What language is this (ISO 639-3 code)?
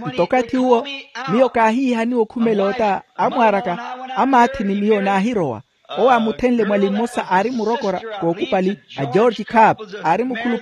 vmw